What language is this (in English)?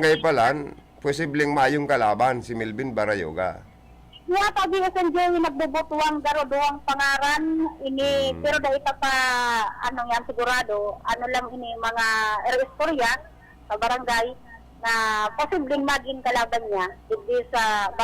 Bikol